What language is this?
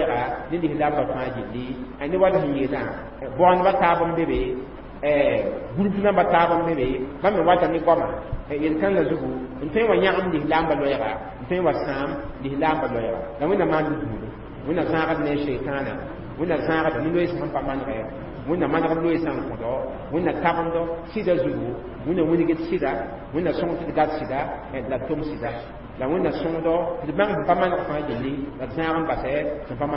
Mossi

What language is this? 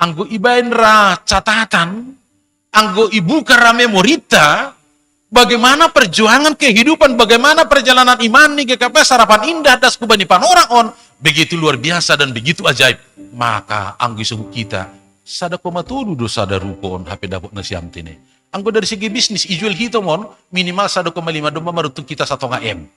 Batak Simalungun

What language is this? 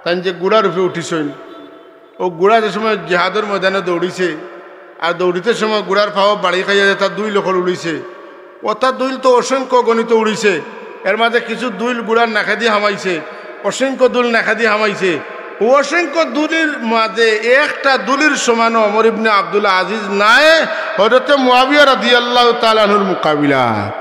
Sylheti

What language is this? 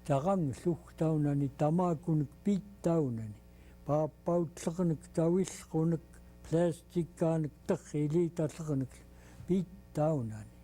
Central Yupik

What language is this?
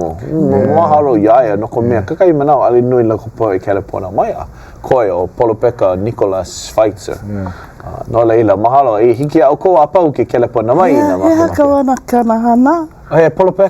Hawaiian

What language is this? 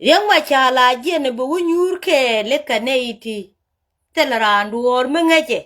Nuer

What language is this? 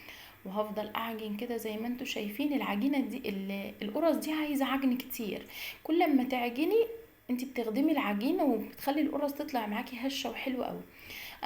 Egyptian Arabic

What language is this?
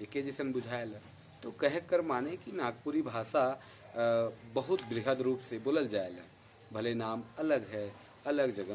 Sadri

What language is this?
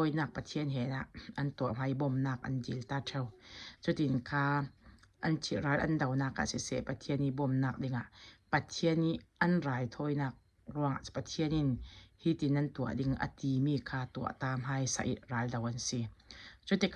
Falam Chin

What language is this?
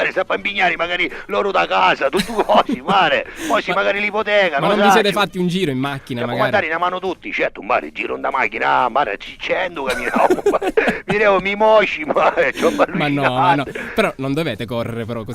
Sicilian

